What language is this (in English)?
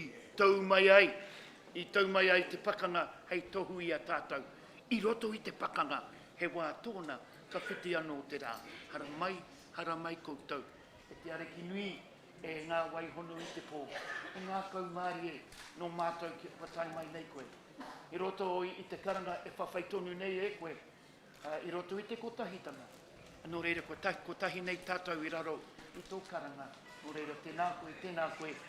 Māori